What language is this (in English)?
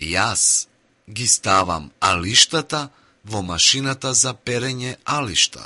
Macedonian